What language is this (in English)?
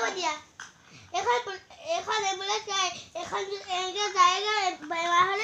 Assamese